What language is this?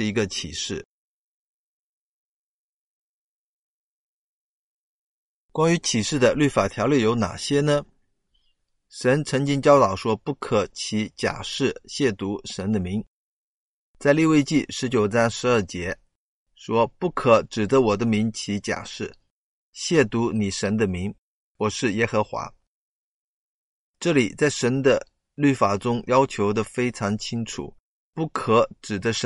Chinese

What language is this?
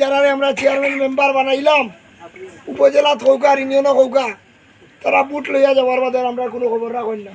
Sylheti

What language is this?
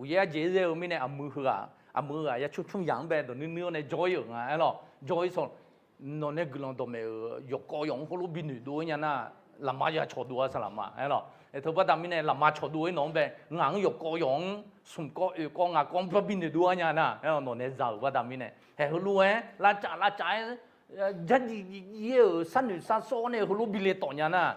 Akha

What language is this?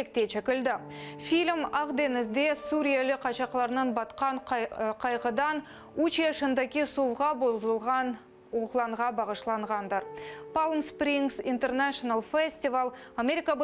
Crimean Tatar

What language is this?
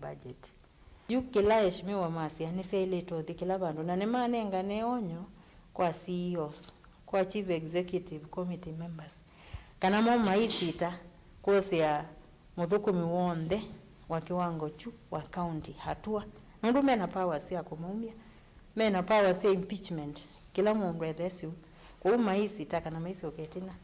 Kamba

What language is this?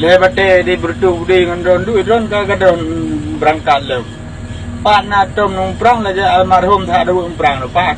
Achinese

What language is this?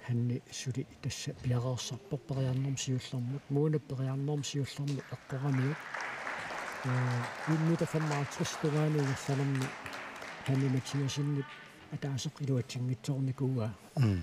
Kalaallisut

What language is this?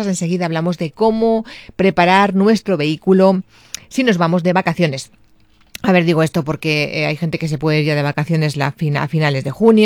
Spanish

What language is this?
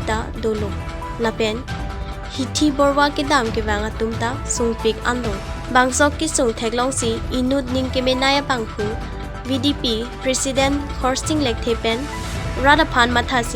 Karbi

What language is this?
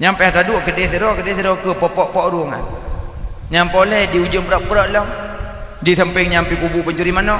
Achinese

